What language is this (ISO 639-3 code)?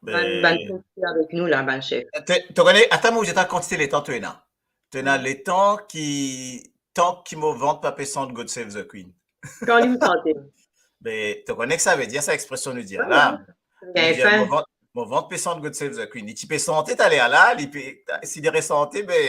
mfe